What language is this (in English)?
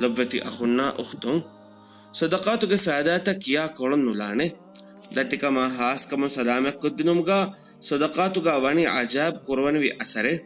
Divehi